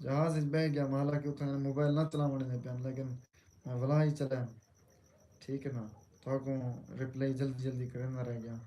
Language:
Saraiki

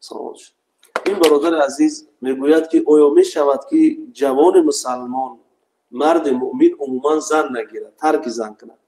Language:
Tajik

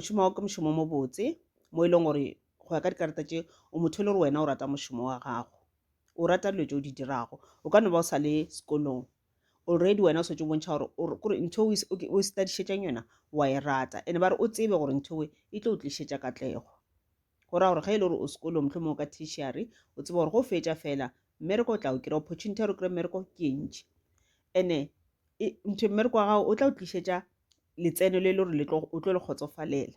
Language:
Northern Sotho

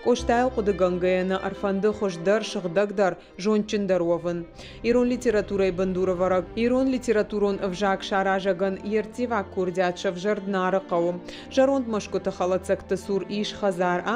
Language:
Ossetic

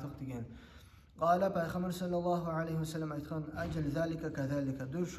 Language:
Kumyk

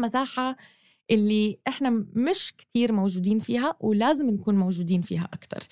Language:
North Levantine Arabic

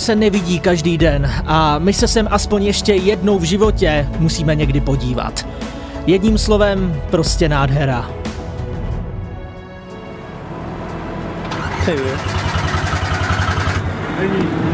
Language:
Czech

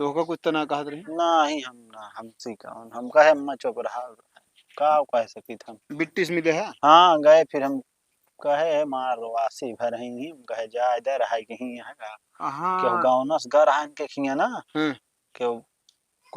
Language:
Awadhi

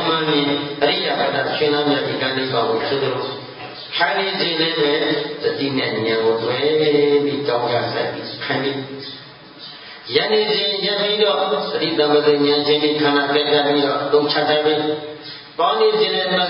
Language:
Burmese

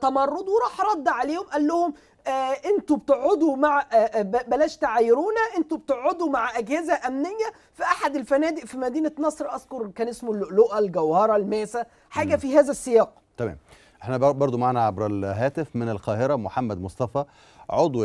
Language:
Egyptian Arabic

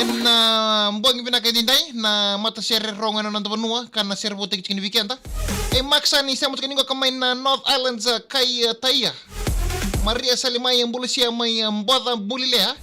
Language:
Fijian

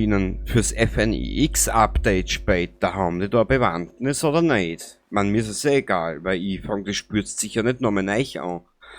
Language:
Bavarian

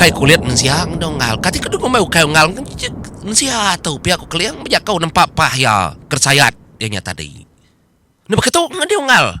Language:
Iban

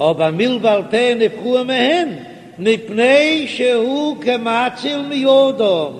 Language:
Yiddish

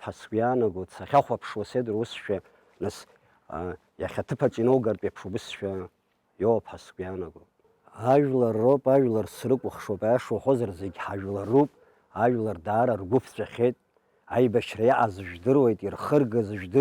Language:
Abkhazian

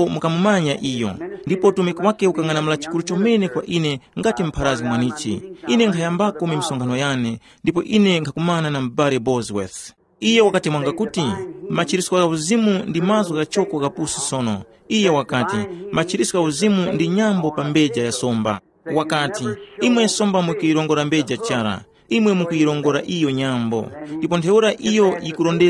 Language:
Tumbuka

